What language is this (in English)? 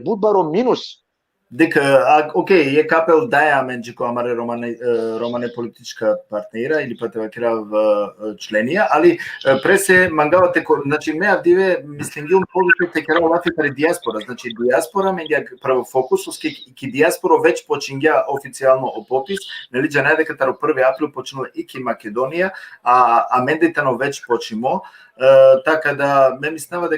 Balkan Romani